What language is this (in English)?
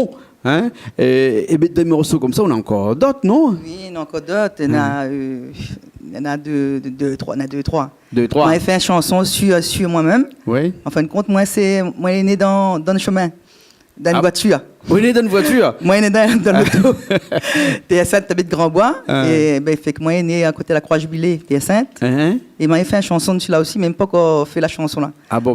Réunion Creole French